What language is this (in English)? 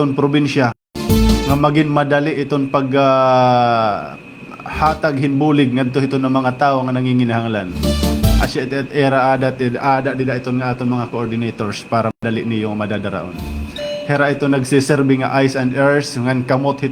Waray